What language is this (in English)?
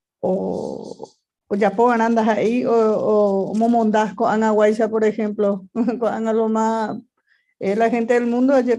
Guarani